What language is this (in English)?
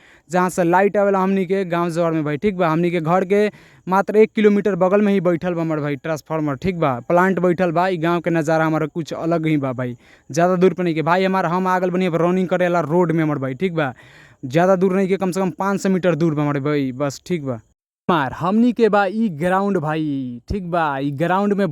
Bhojpuri